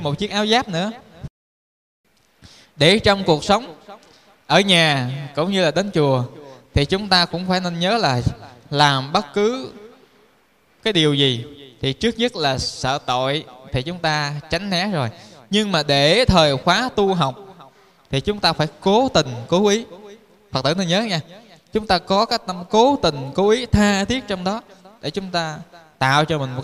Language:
Vietnamese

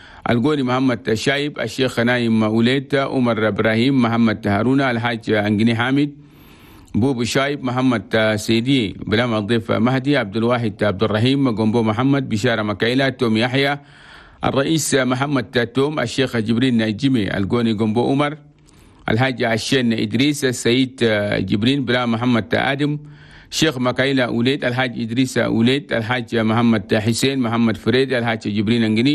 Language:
Chadian Arabic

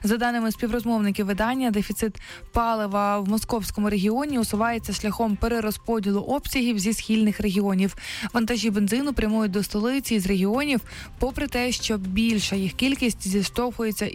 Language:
Ukrainian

